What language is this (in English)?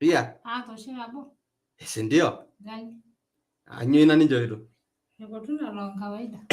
Masai